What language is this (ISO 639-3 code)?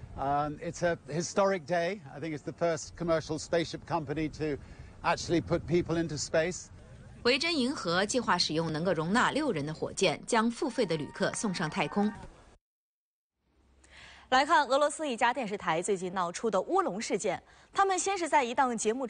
zho